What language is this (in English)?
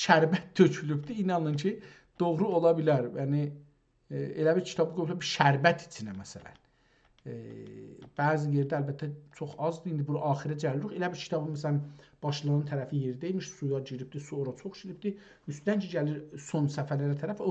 South Azerbaijani